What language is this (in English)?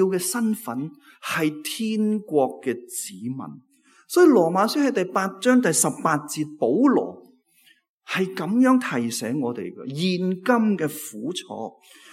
Cantonese